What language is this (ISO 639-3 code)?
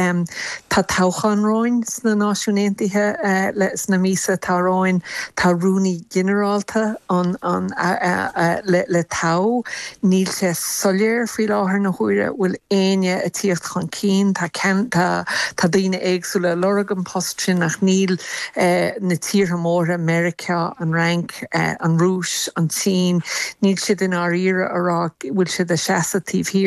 gle